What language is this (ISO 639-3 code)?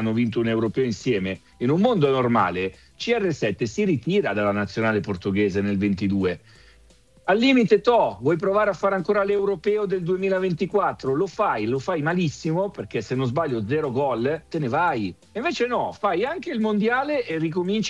ita